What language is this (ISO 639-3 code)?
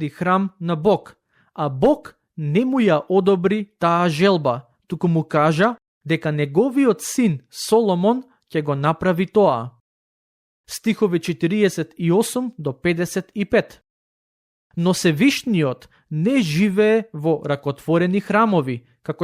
mkd